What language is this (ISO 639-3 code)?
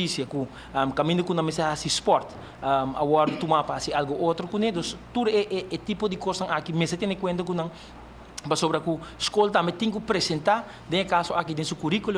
pap